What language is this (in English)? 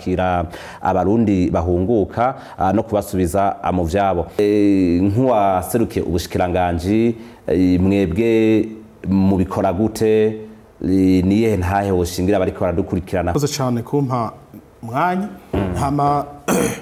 Rundi